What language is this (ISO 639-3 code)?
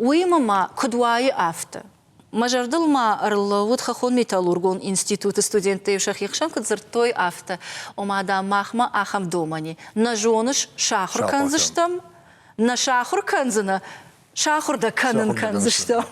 oss